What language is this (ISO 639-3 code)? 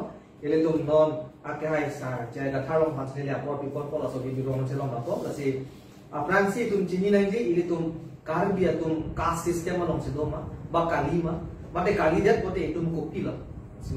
mjw